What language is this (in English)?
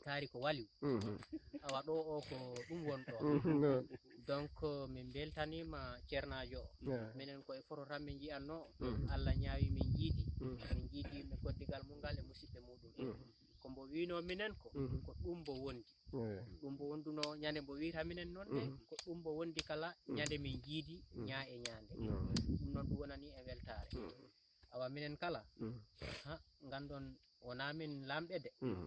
Fula